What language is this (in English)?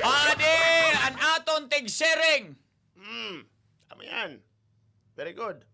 Waray